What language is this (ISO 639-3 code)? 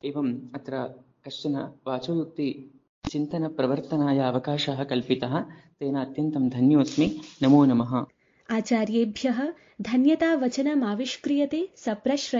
san